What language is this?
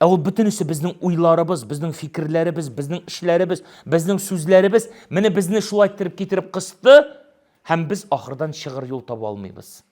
Tatar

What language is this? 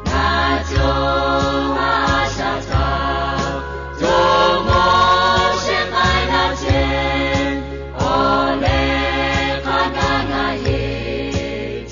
Lahu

